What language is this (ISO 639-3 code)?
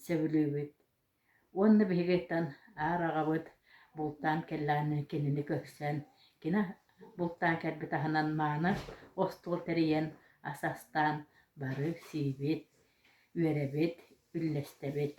sah